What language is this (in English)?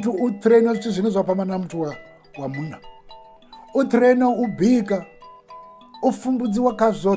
Venda